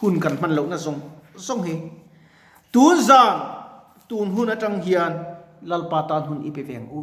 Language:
Mizo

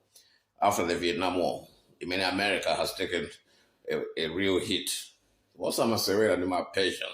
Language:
Nyanja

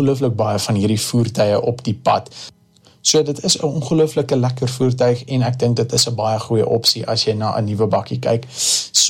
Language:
Afrikaans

